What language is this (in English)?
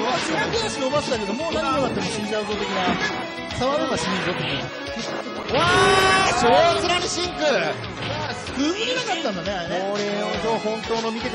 Japanese